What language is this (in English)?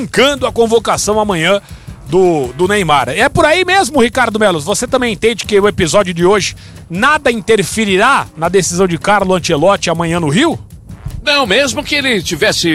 Portuguese